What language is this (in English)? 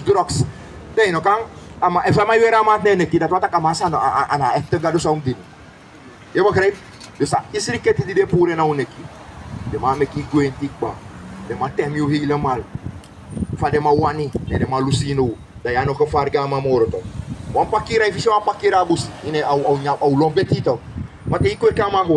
Sranan Tongo